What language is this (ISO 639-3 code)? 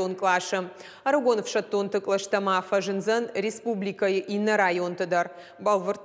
oss